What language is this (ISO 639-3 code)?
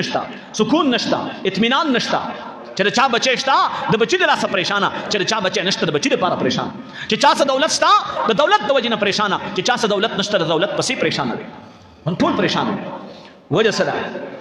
pus